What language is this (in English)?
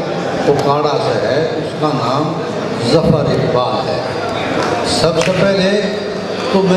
Haryanvi